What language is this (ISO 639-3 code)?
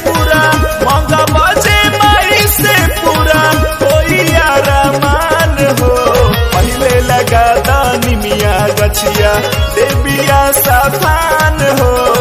bho